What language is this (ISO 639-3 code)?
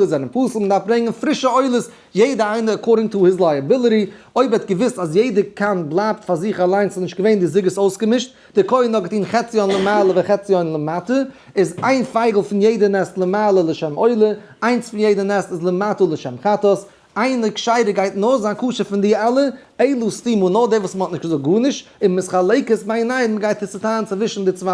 yid